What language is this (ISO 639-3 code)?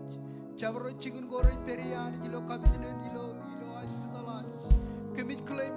mah